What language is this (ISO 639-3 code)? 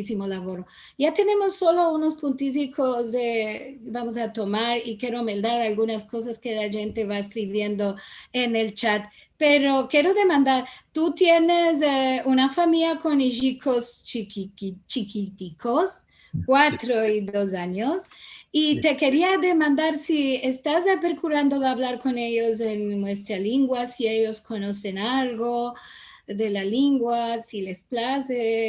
lad